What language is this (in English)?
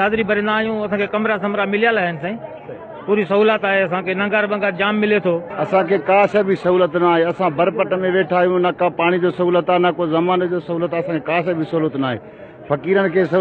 Sindhi